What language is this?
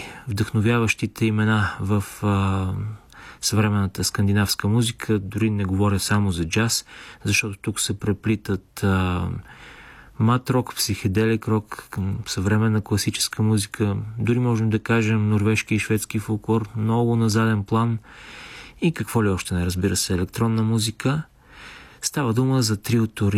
Bulgarian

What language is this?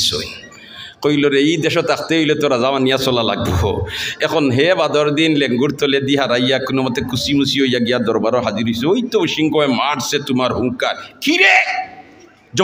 Sylheti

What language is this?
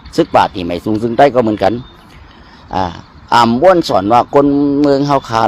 Shan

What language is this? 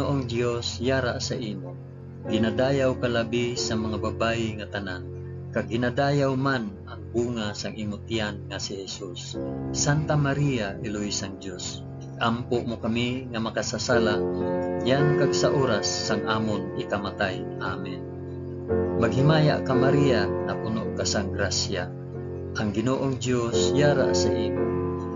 Hiligaynon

